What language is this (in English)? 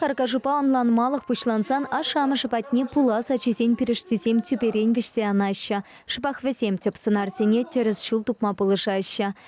Chuvash